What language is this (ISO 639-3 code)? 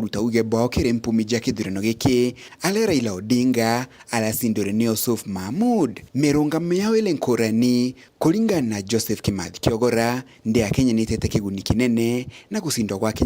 mer